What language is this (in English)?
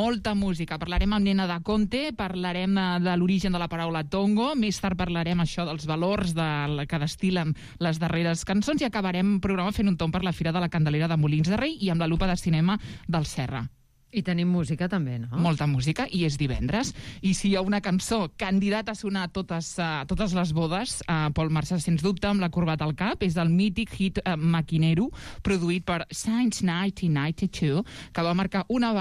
Catalan